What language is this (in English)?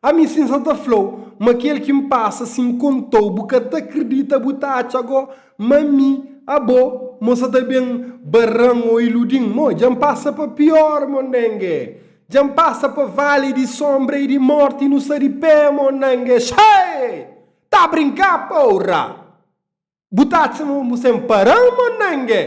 Kabuverdianu